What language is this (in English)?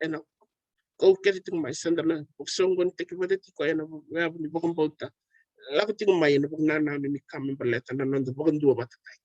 Fijian